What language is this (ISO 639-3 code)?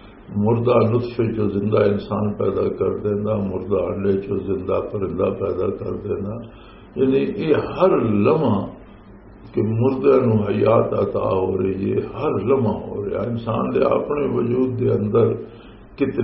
lah